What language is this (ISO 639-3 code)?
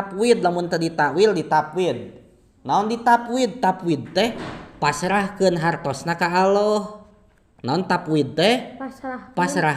sun